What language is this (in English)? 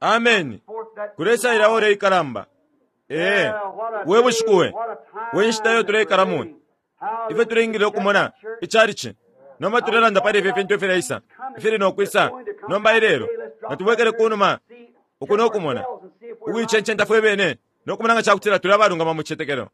Bemba